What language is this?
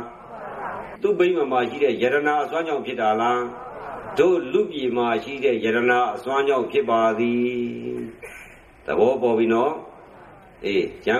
Burmese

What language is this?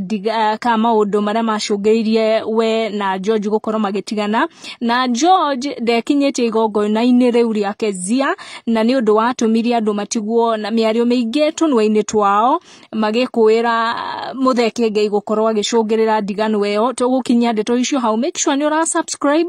Kikuyu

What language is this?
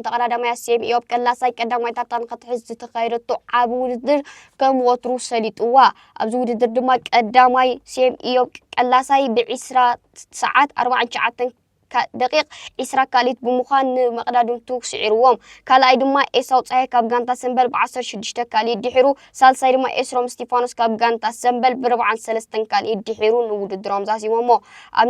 Tigrinya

